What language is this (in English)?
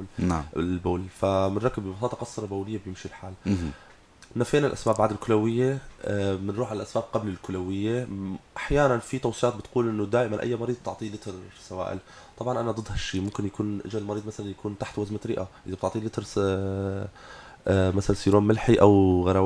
North Levantine Arabic